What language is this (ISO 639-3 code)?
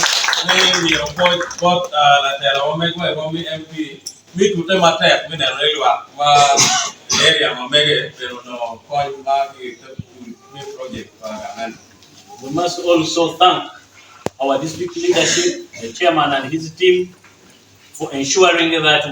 ach